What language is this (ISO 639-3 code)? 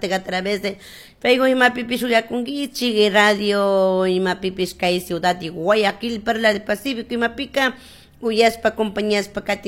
qug